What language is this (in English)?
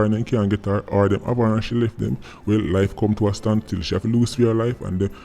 Jamaican Creole English